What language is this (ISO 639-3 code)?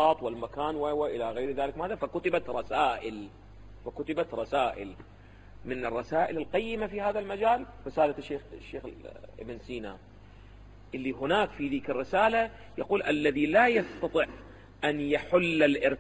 ara